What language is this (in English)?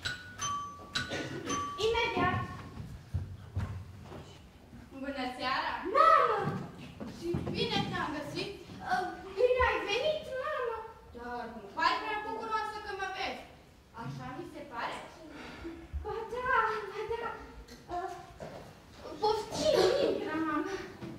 Romanian